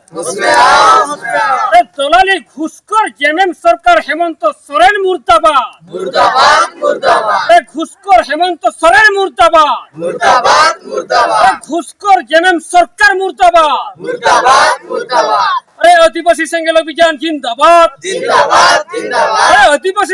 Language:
Santali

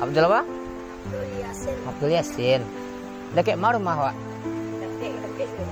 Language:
Minangkabau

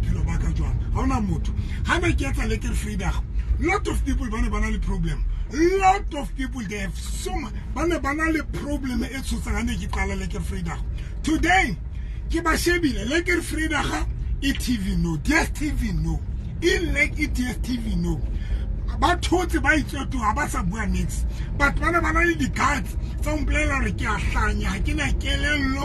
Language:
Tswana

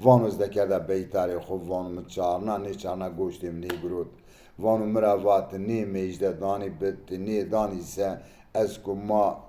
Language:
Zaza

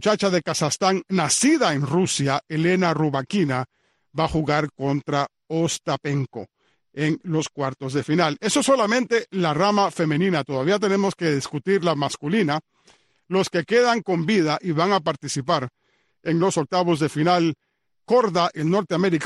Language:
Spanish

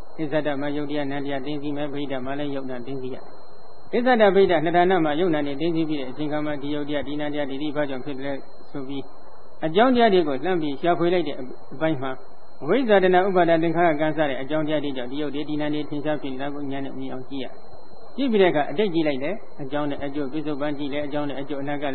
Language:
Burmese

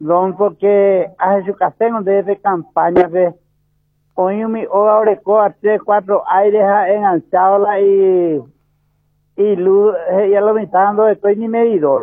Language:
Guarani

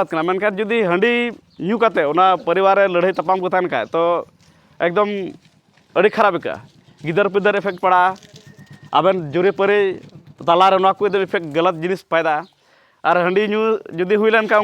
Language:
Santali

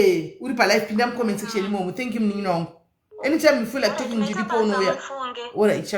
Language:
Shona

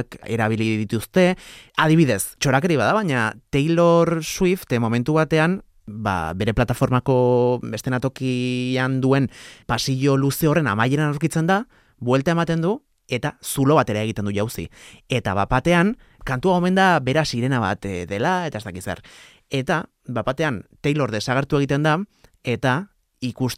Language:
Basque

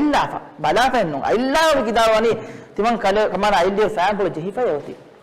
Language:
Divehi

